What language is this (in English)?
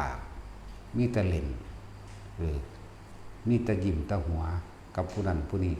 Northeastern Thai